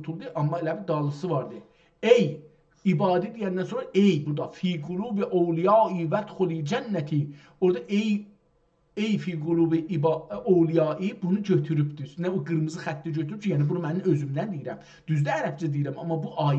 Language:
South Azerbaijani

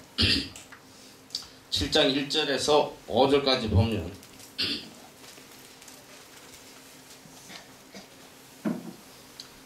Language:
Korean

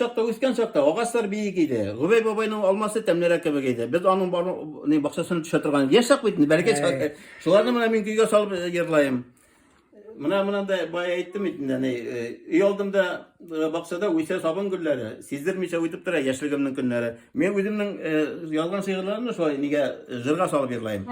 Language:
Tatar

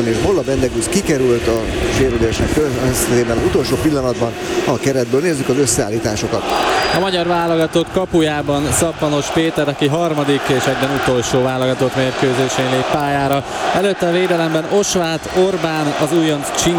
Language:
Hungarian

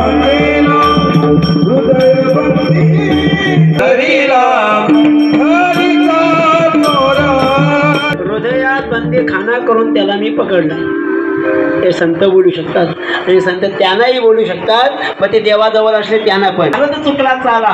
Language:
Marathi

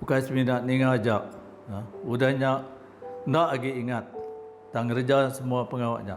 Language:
Iban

